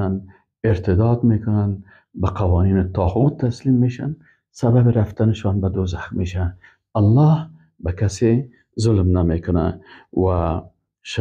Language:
Persian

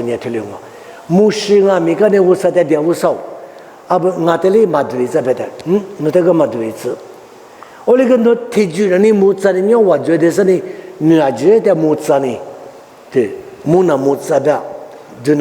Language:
Lisu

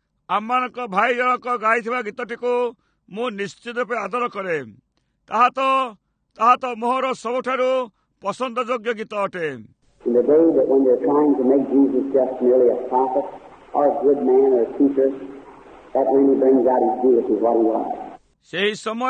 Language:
Odia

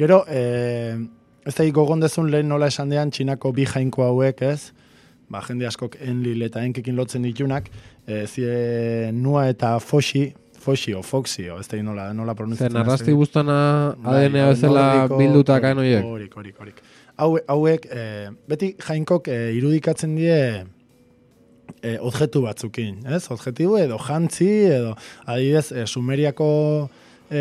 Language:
Basque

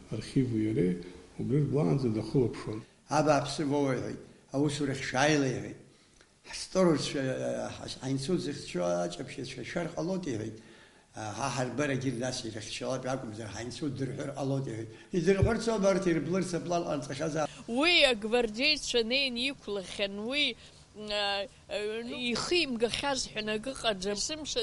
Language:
Abkhazian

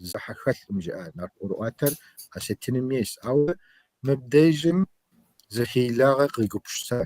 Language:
Kabardian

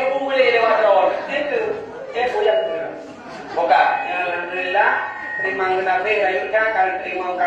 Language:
Achinese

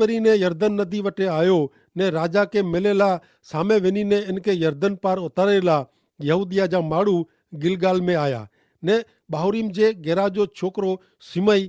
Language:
Kachhi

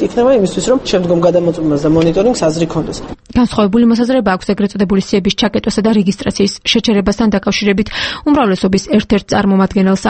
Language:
Georgian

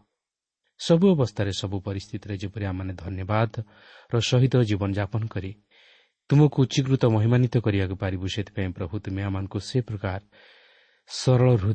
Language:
Odia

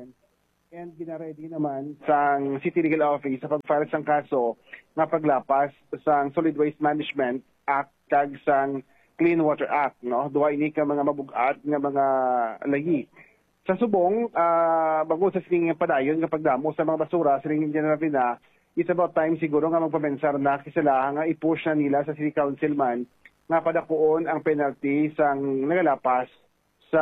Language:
Hiligaynon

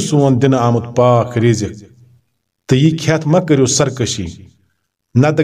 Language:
Kashmiri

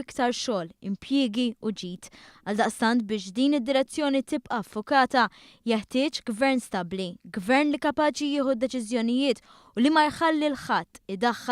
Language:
Maltese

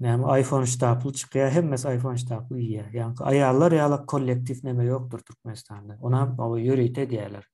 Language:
Turkmen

